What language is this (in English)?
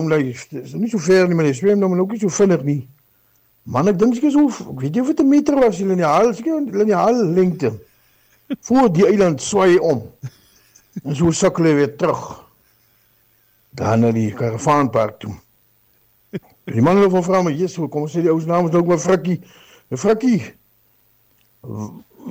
Afrikaans